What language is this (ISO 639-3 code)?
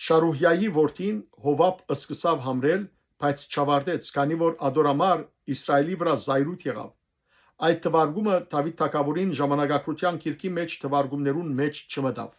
hyw